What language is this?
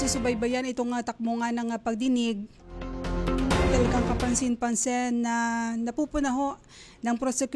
Filipino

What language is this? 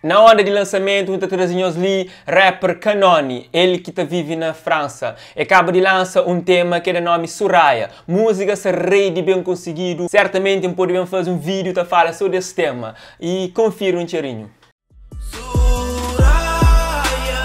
Kabuverdianu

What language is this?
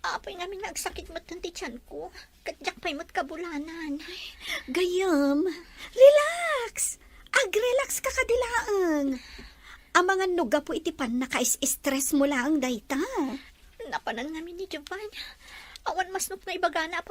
Iloko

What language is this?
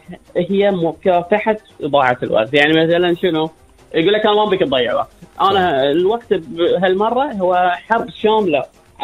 Gulf Arabic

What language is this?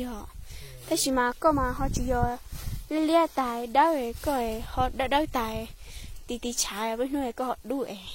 Hmong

